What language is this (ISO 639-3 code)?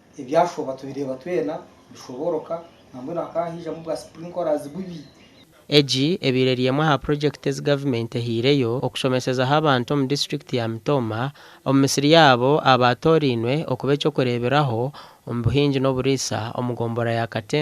nyn